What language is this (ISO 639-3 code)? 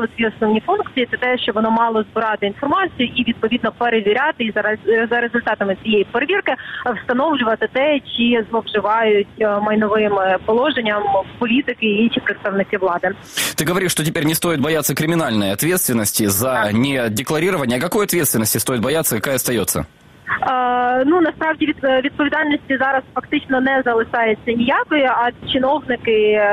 ukr